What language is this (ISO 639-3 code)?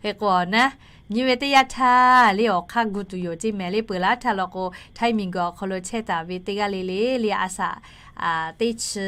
lhu